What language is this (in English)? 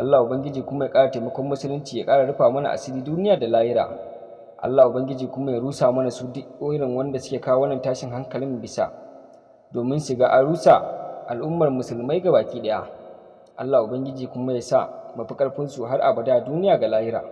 Hausa